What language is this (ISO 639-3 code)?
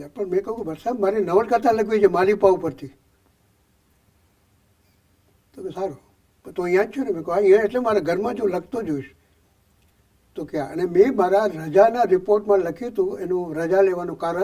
guj